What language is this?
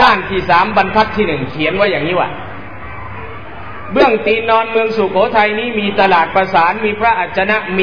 Thai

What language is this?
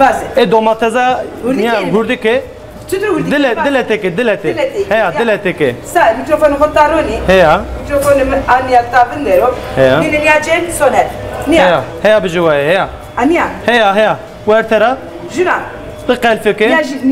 Zaza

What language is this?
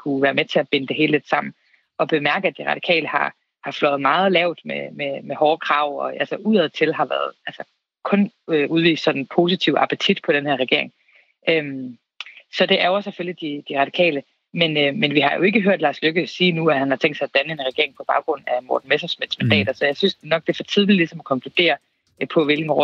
Danish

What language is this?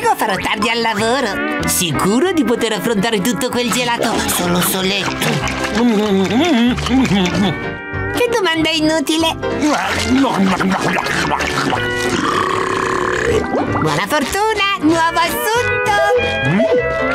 Italian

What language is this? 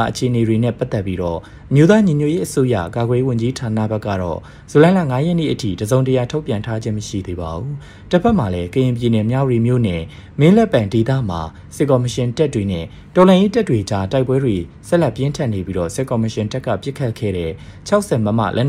Burmese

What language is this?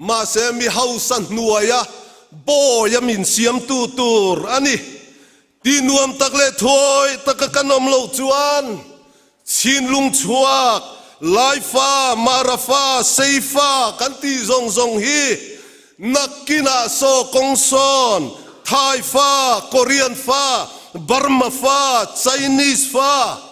Mizo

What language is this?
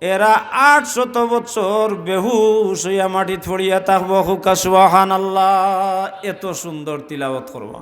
Sylheti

